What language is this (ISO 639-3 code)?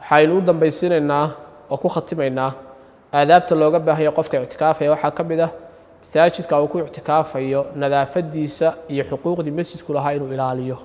som